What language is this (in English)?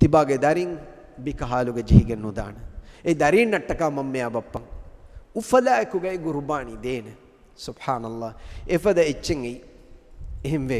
Divehi